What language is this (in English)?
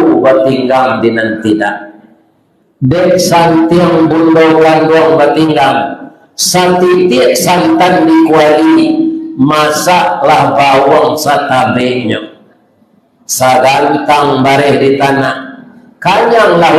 Minangkabau